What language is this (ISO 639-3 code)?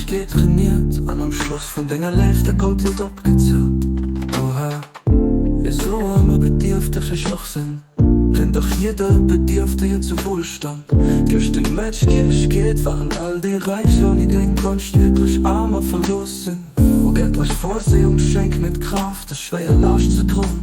ltz